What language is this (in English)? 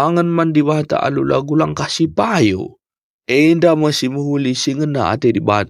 Batak Karo